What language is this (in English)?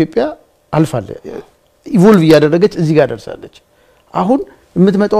Amharic